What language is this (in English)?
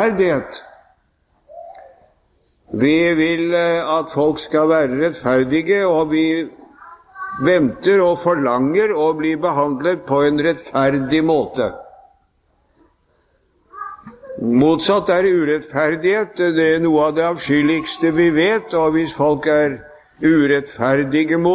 Norwegian